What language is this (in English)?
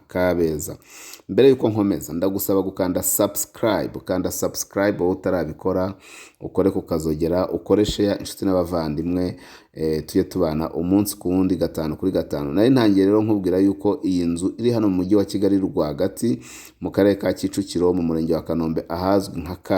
Kinyarwanda